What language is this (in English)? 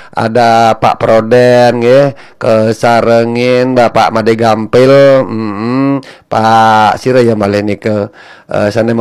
Balinese